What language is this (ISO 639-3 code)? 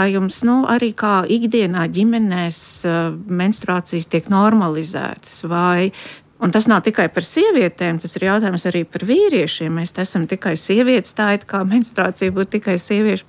lav